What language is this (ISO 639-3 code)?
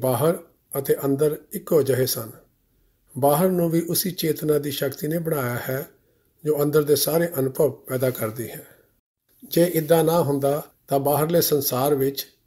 pan